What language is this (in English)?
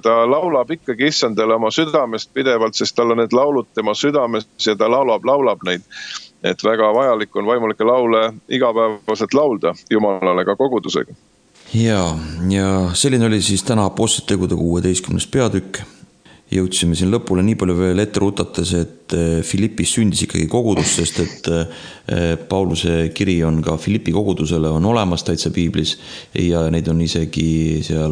Estonian